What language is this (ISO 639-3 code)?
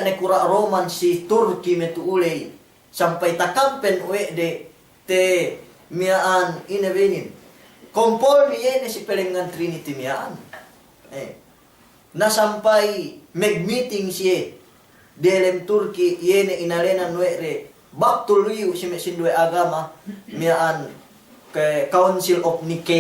yka